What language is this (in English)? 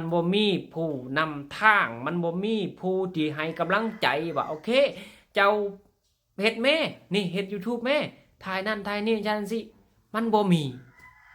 Lao